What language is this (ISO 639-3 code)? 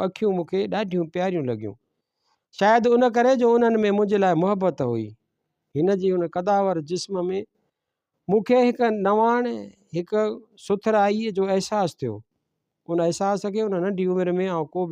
snd